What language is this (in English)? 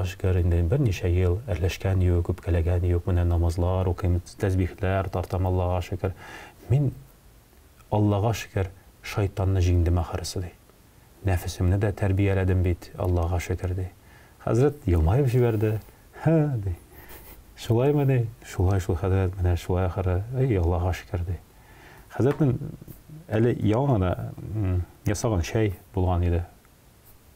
Tatar